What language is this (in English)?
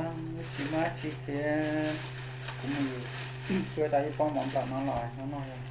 Hmong